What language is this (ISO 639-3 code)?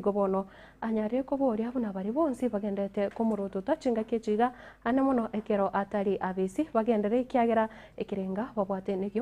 guz